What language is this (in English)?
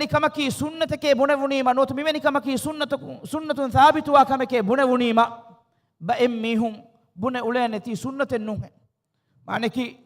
Divehi